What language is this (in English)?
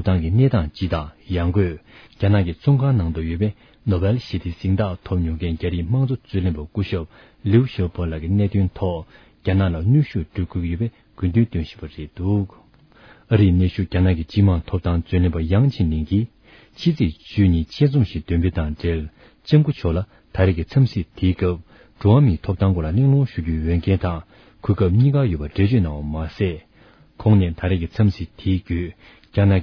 Tibetan